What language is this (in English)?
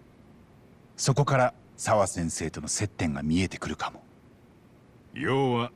Japanese